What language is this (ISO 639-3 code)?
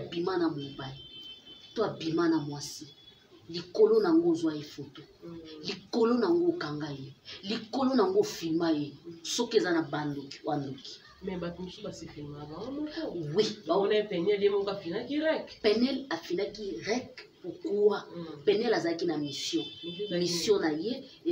lin